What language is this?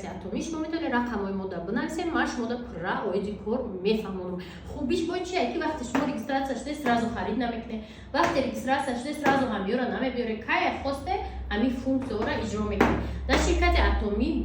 Tajik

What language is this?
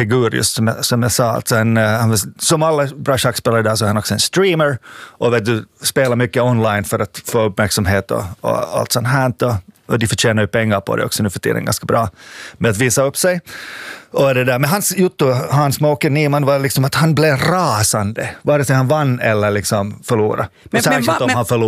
Swedish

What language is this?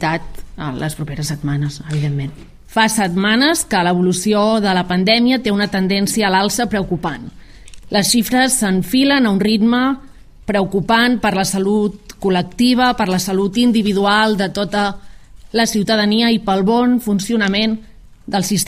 Catalan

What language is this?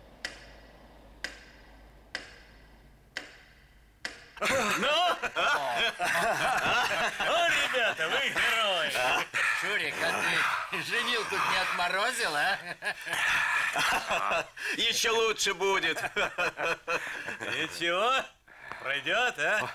Russian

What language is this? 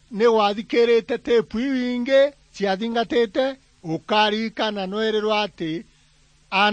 Meru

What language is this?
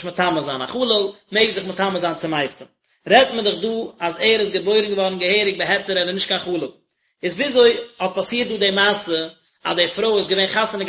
Yiddish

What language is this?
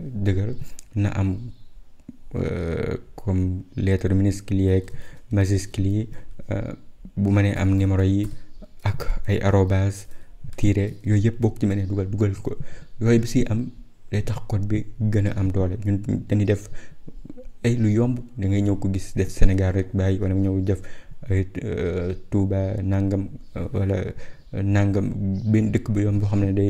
Wolof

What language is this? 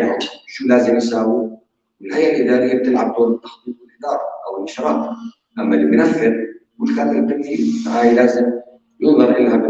North Levantine Arabic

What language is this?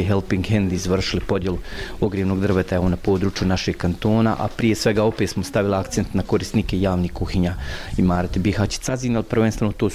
Bosnian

